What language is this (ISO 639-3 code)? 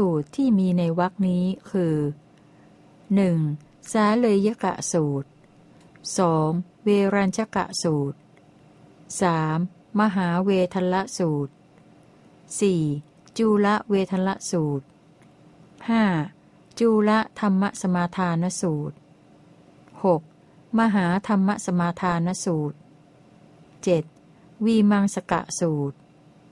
tha